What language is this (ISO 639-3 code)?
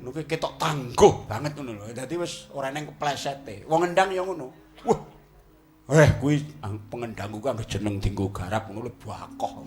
jav